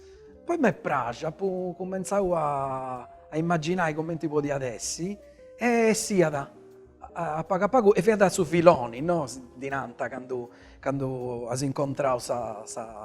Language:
Sardinian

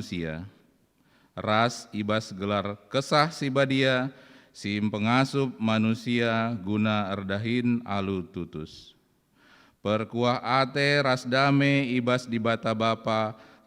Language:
Batak Karo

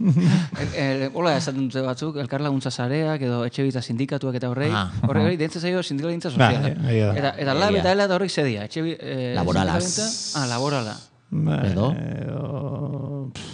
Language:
Basque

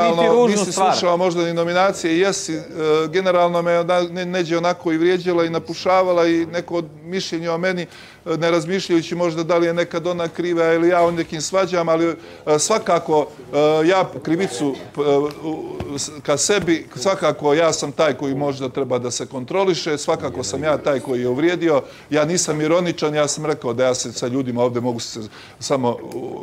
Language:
Serbian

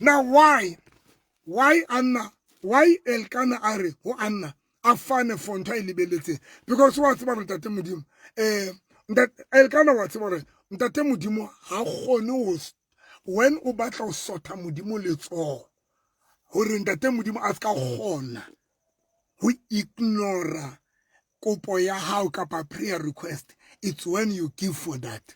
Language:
Southern Sotho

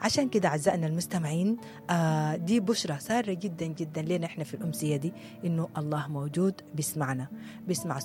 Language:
Sudanese Arabic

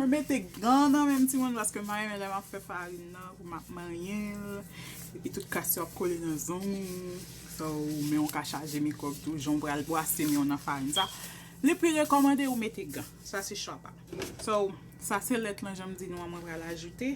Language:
Haitian Creole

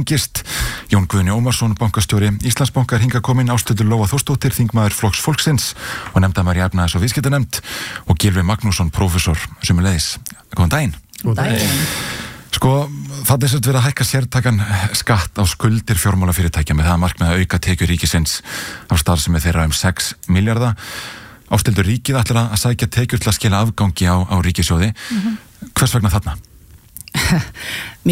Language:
Icelandic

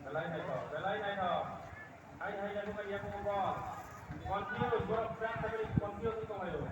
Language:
Kok Borok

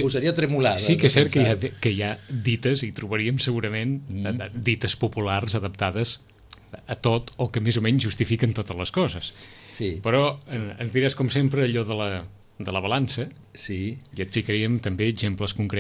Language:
Catalan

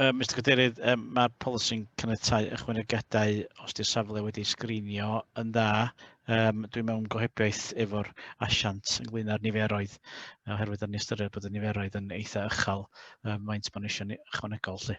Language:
Welsh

